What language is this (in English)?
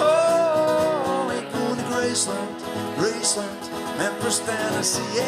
Western Frisian